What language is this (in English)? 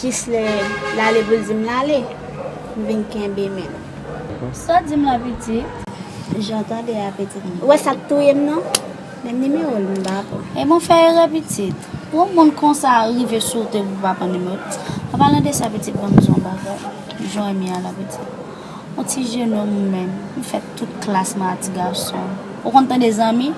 Haitian Creole